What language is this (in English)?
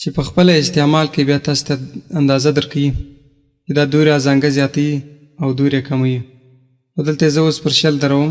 Pashto